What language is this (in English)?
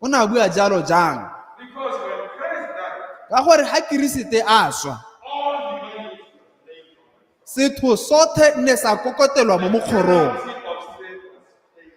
Tswana